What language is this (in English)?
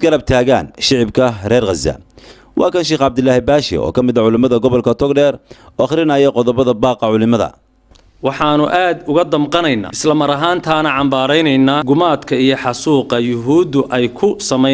Somali